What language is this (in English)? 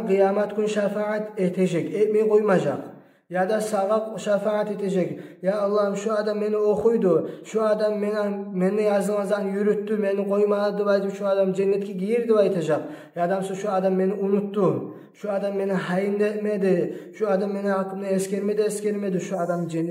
Kumyk